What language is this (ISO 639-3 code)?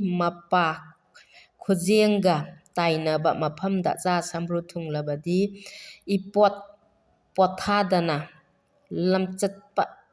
mni